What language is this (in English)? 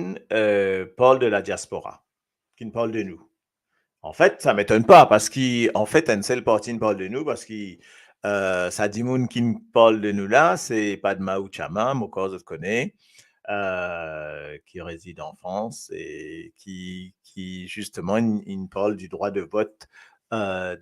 Morisyen